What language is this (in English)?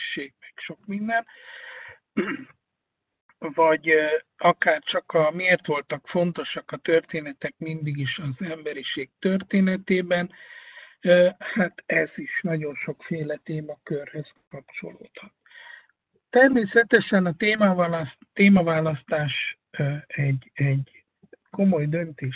Hungarian